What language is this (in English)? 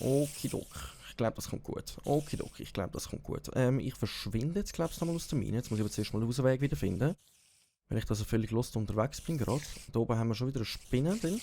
Swiss German